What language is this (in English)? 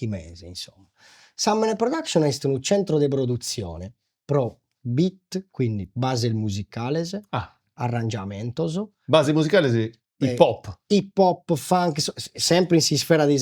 Sardinian